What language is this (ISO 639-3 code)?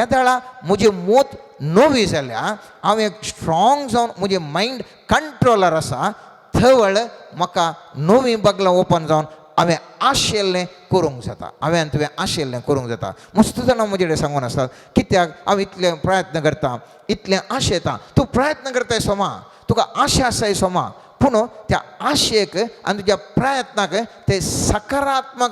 kok